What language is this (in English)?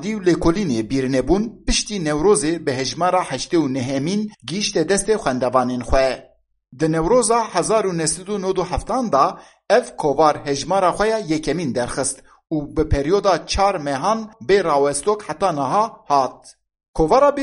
Kurdish